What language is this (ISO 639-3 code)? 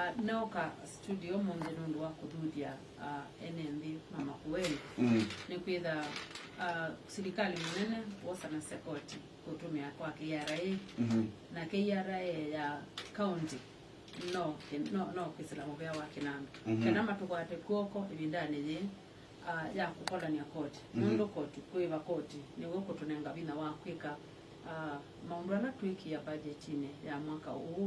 kam